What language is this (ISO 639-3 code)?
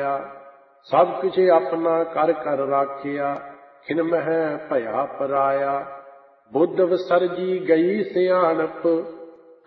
pan